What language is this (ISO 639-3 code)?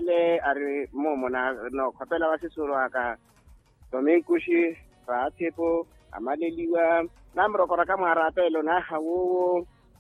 vmw